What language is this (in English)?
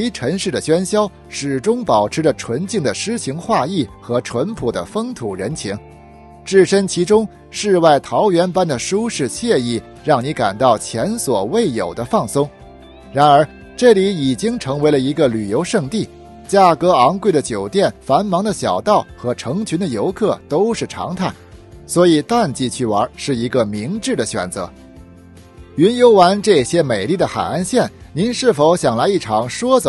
Chinese